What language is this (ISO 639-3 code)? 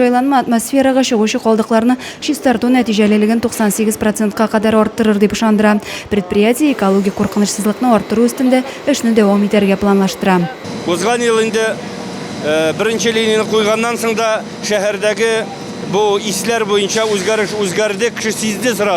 tat